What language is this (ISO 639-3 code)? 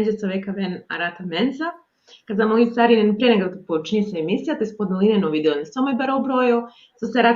rmn